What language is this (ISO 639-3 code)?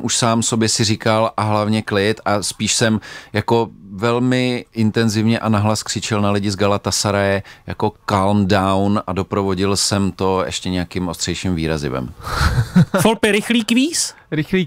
ces